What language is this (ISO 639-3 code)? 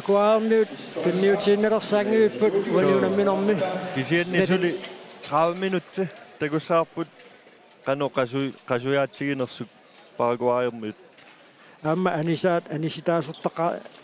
kal